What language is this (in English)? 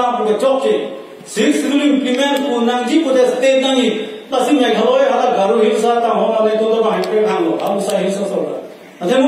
Karbi